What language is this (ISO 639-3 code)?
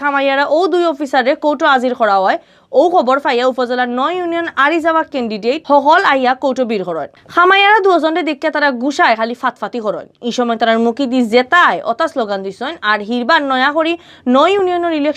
syl